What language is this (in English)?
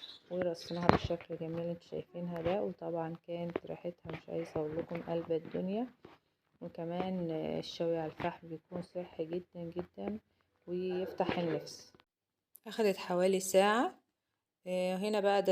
Egyptian Arabic